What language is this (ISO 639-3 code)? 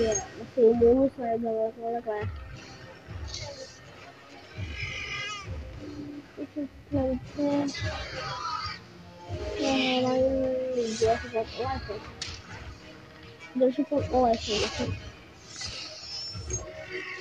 ind